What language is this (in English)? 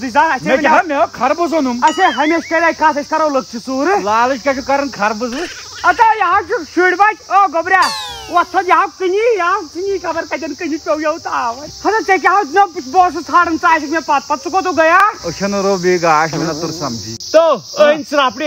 Kashmiri